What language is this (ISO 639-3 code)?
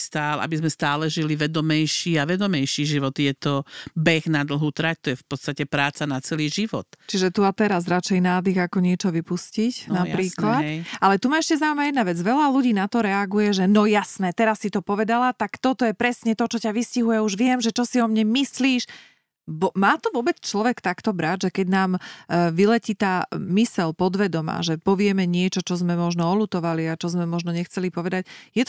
slk